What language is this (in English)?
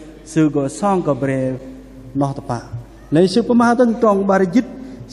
Bahnar